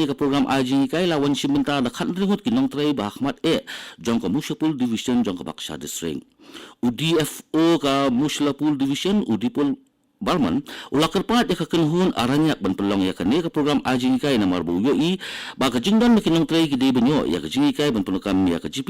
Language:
Khasi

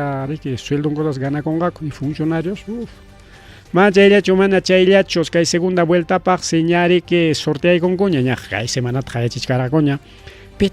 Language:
Ayacucho Quechua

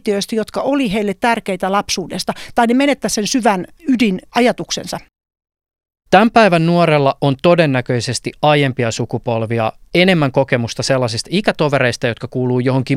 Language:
Finnish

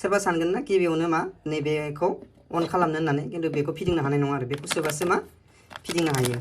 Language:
Bodo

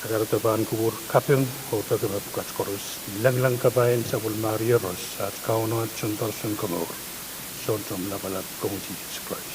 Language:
Pohnpeian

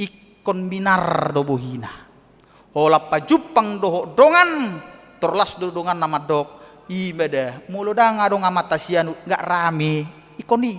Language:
Batak Toba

